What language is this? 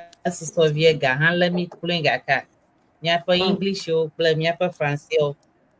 Ewe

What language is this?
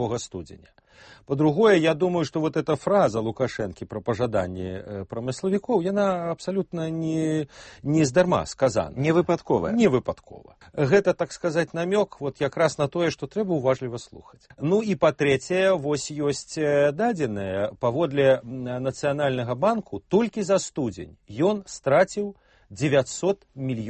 Belarusian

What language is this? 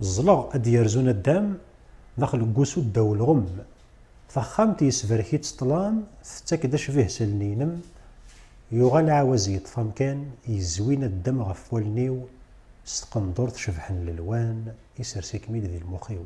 Kabyle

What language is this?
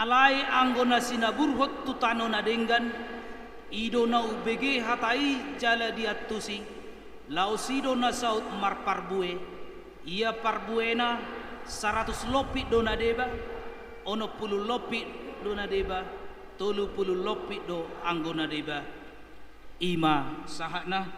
Batak Toba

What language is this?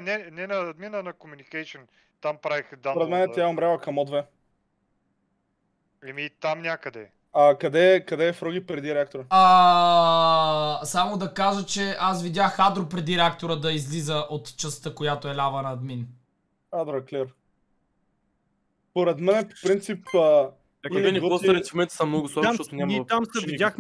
Bulgarian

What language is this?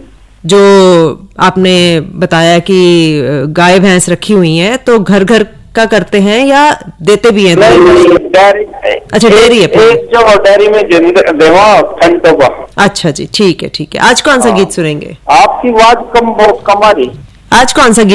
Hindi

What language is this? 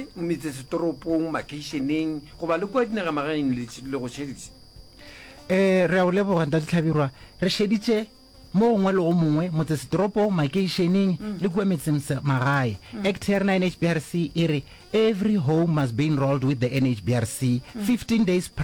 Northern Sotho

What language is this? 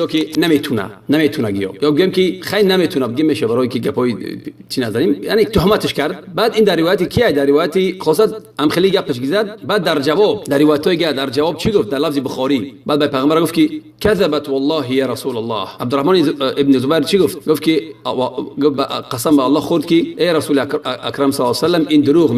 Tajik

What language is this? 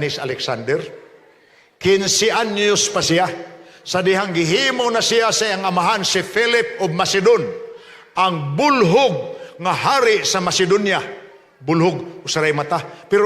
Cebuano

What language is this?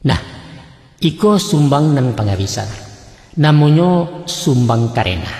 Minangkabau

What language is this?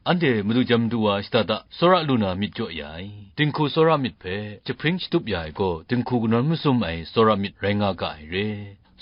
Kachin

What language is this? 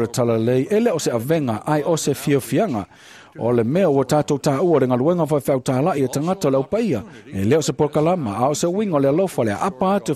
Samoan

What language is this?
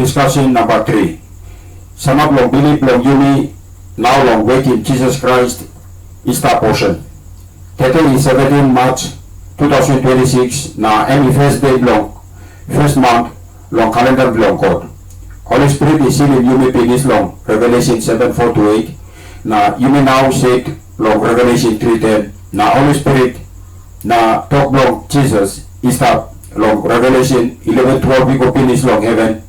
Tok Pisin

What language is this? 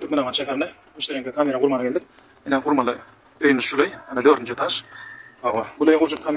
Turkmen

